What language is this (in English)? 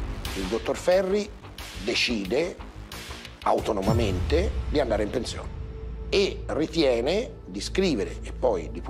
Italian